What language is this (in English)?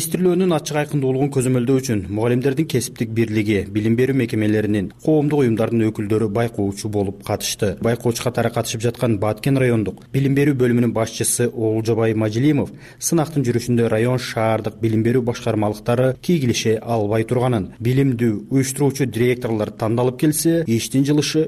Kyrgyz